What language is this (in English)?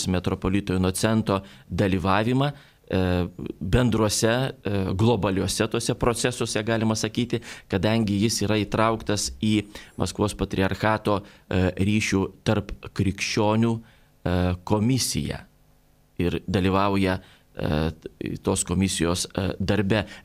Lithuanian